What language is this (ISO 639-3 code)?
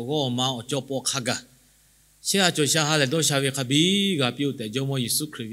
lhu